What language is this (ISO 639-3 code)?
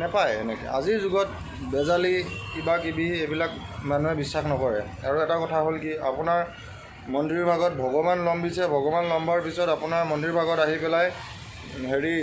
asm